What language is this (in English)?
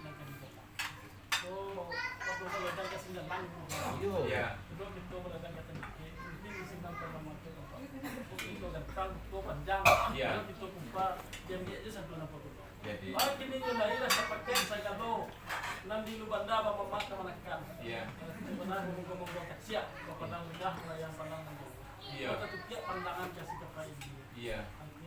Minangkabau